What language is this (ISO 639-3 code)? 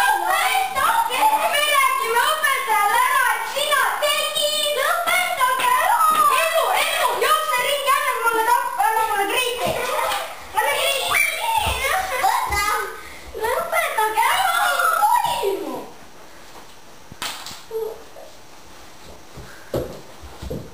est